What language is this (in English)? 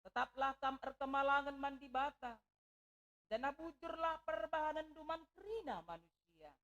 Batak Karo